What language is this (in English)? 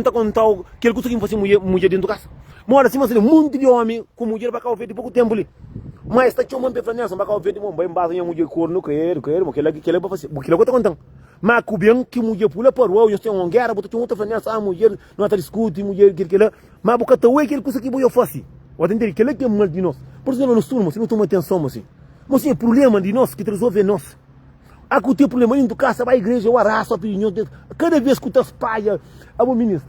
Kabuverdianu